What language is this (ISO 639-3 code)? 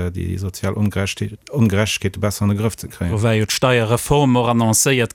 ltz